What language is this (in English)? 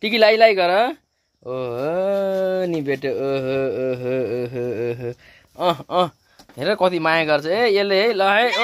Nepali